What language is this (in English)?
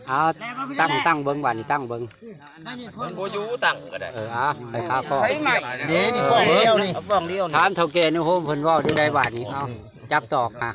Northeastern Thai